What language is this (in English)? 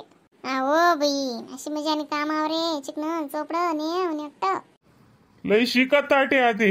Khandesi